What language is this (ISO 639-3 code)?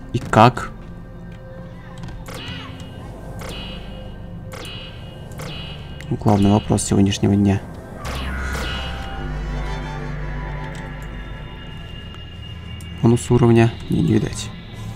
rus